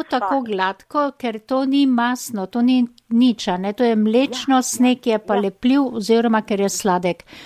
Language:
Slovenian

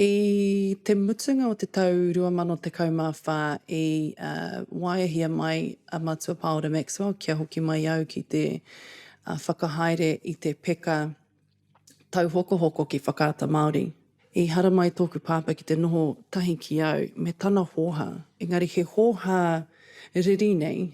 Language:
Māori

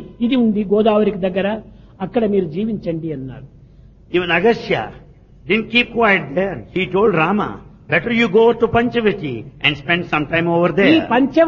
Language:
Telugu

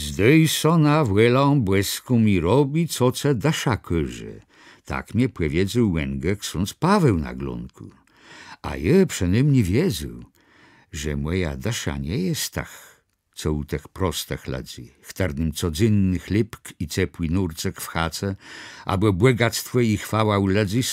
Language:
Kashubian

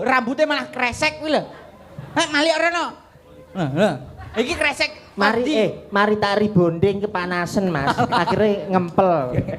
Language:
Javanese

